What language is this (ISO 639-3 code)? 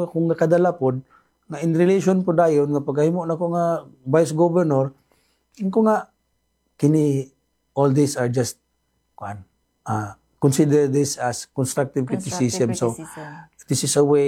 ceb